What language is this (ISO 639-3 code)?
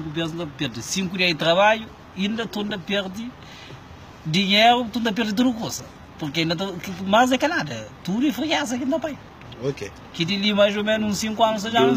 kea